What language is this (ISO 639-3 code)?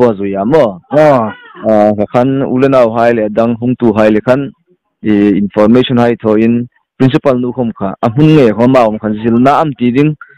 hmr